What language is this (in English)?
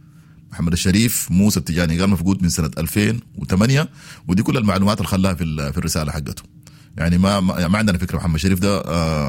Sudanese Arabic